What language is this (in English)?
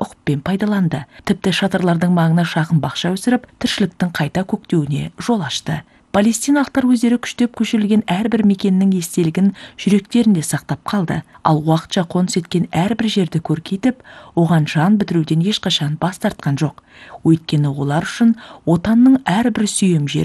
Kazakh